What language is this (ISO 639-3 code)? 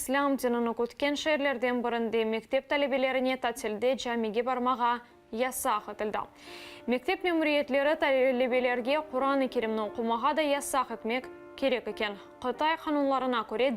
crh